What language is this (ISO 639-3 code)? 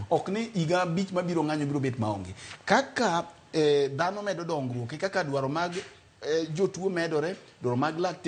luo